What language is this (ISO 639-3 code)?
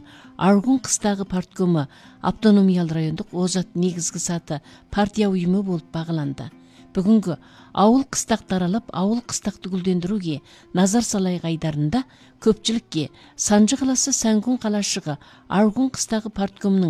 kaz